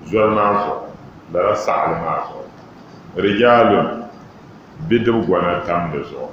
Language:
Dagbani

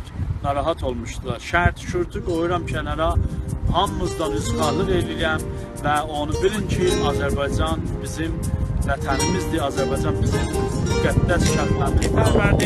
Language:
South Azerbaijani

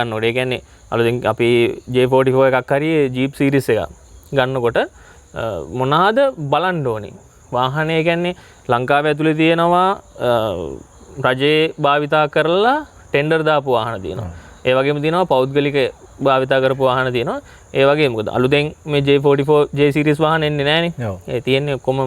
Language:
Sinhala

